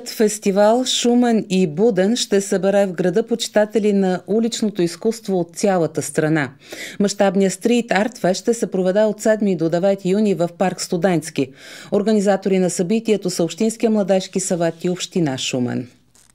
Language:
Bulgarian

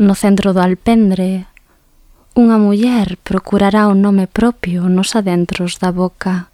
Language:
Galician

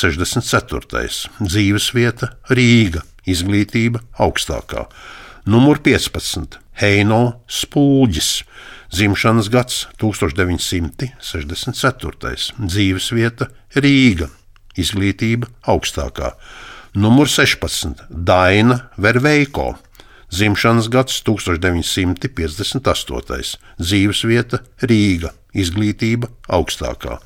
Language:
Latvian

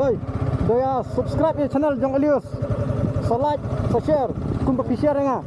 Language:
Khasi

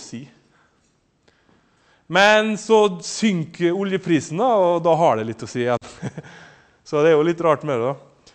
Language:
Norwegian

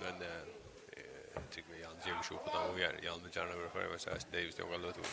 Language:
Faroese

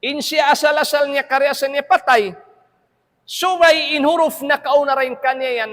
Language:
Tausug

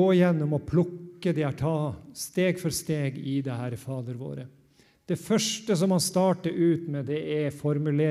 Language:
Norwegian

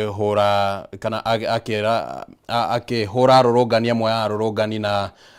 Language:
Kikuyu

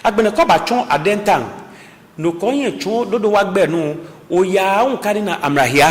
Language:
Ga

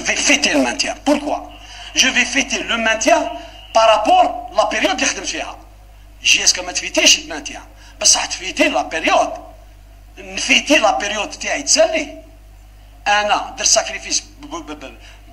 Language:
Algerian Arabic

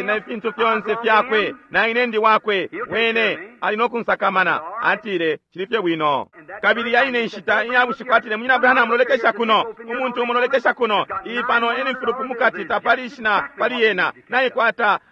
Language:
Bemba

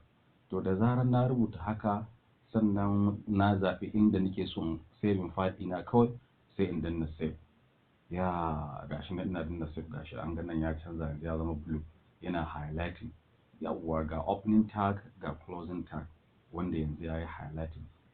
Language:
Hausa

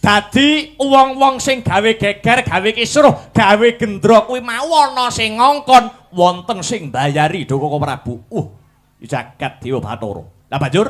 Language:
Javanese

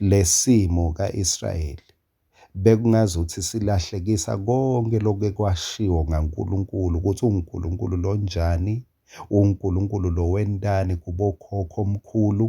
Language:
Swati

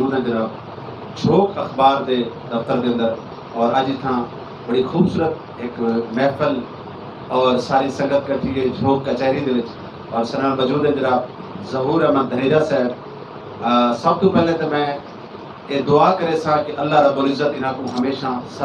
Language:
Saraiki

